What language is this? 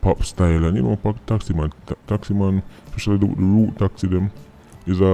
Jamaican Creole English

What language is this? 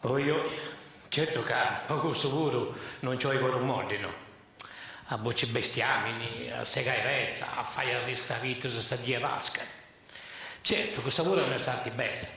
Sardinian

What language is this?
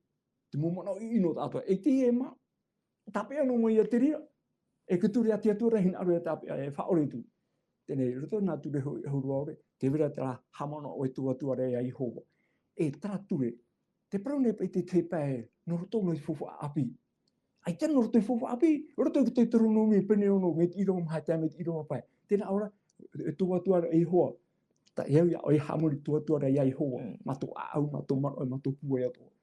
Tahitian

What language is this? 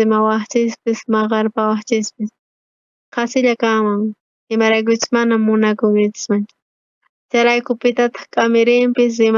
South Bolivian Quechua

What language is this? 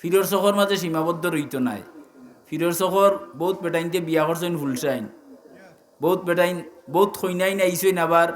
Sylheti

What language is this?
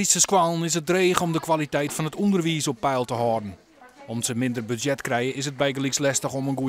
Western Frisian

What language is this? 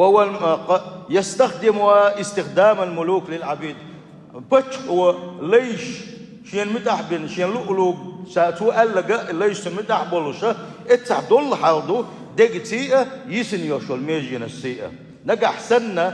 Chechen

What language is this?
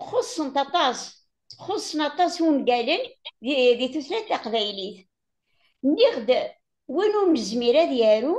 Kabyle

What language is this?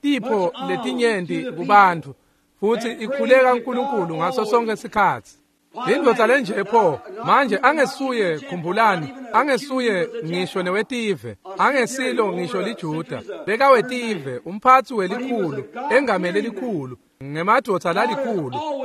Swati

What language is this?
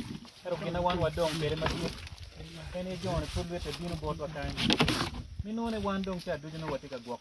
Acoli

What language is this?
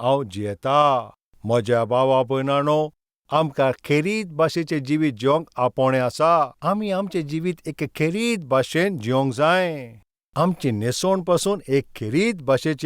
Konkani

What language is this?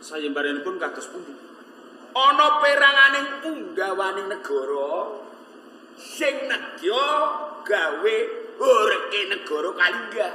Javanese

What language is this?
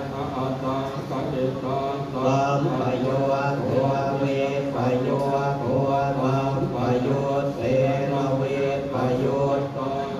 Pali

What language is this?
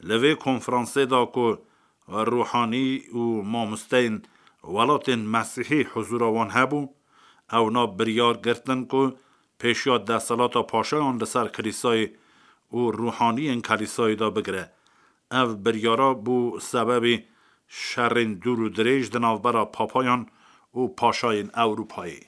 Kurdish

